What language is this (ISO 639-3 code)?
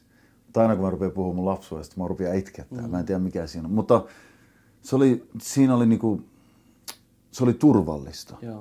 fin